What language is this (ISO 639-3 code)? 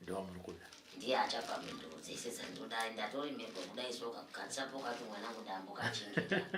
sna